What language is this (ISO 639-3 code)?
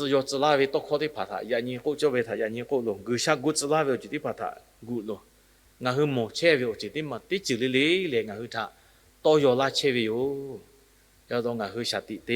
lhu